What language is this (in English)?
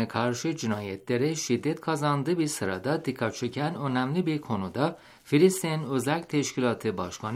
Turkish